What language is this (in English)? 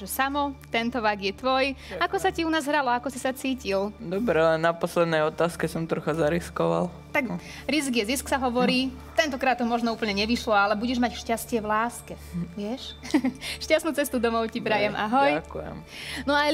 Slovak